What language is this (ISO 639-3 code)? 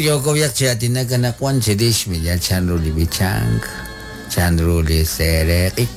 kek